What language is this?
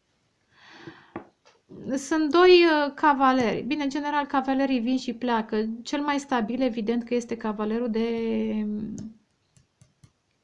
Romanian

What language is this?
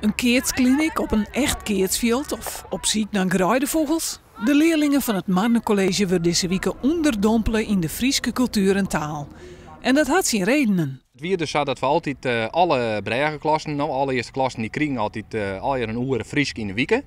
Western Frisian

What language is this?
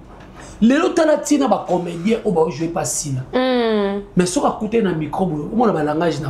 Lingala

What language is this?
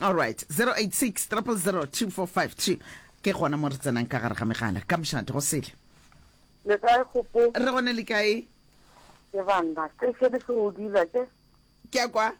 Northern Sotho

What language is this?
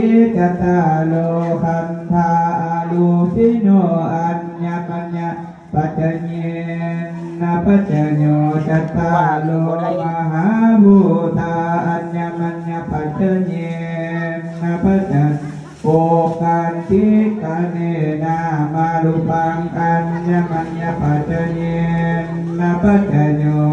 Pali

